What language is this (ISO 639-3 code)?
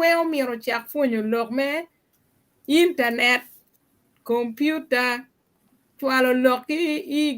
ach